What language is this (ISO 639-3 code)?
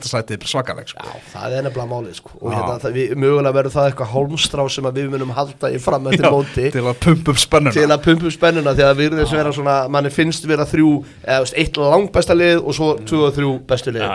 isl